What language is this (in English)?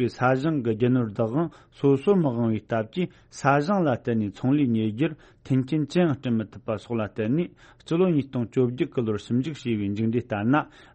Tibetan